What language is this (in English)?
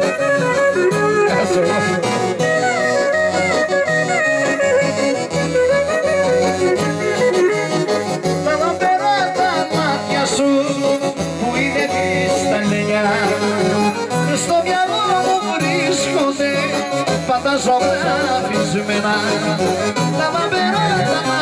Greek